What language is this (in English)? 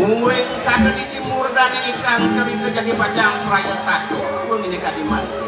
Balinese